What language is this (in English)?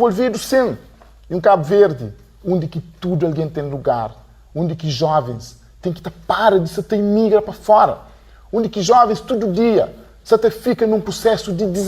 Kabuverdianu